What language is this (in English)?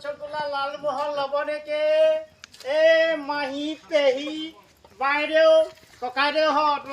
Assamese